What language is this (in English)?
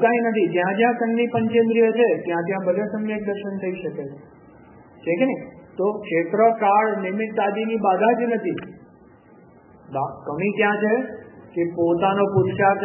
Gujarati